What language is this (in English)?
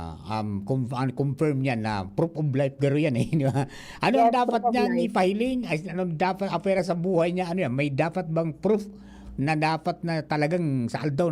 Bikol